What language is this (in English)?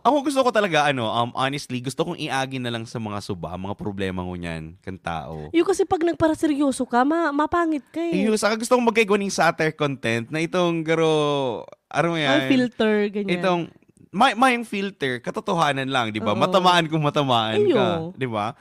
Bikol